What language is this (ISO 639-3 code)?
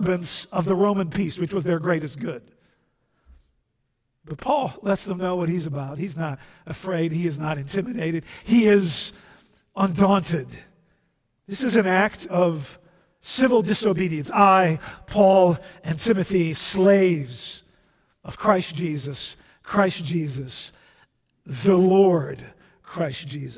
eng